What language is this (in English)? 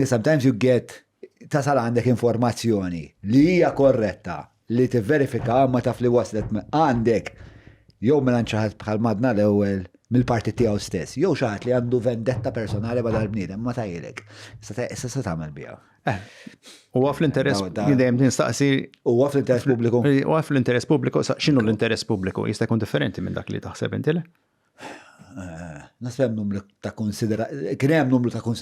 Maltese